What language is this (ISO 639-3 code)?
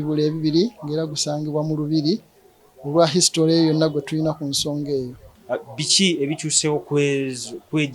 lug